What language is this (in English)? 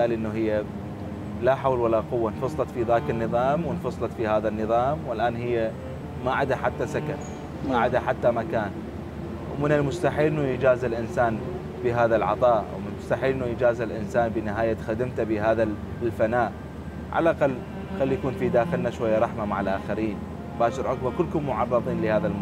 Mesopotamian Arabic